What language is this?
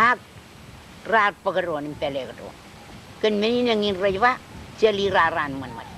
Marshallese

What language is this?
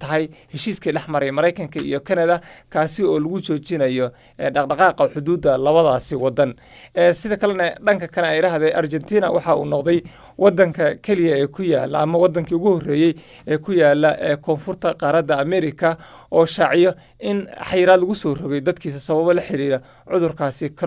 Somali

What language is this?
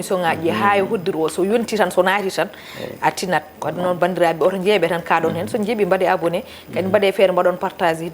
Fula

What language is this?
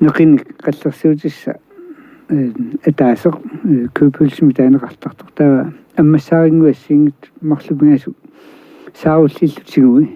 Kalaallisut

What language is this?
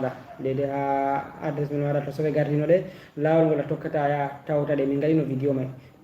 Fula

